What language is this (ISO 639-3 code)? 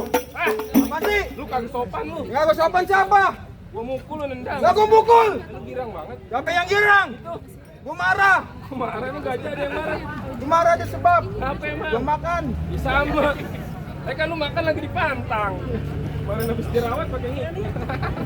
bew